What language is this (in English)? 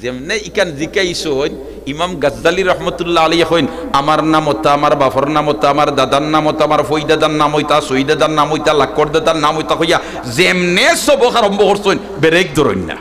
Sylheti